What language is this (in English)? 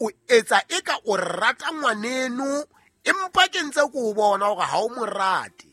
Southern Sotho